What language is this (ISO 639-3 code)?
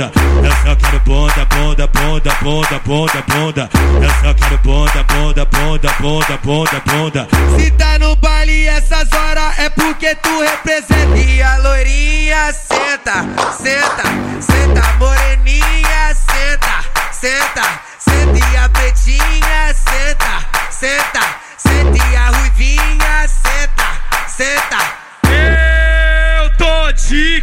por